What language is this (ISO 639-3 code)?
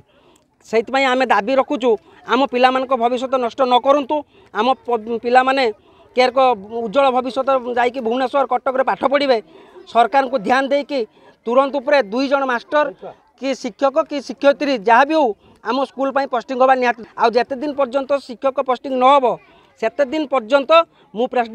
ori